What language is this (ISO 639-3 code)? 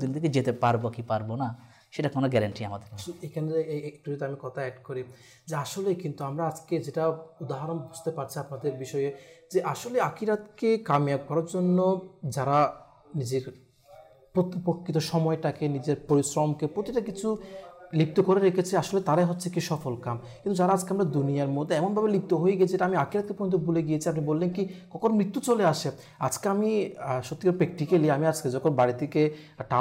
ben